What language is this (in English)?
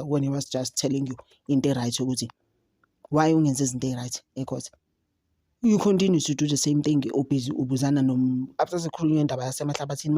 Zulu